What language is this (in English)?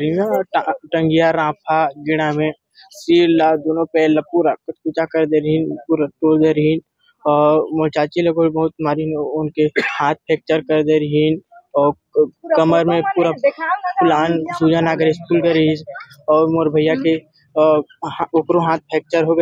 Chhattisgarhi